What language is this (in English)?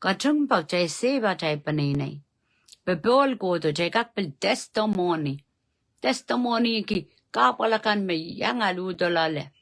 Pohnpeian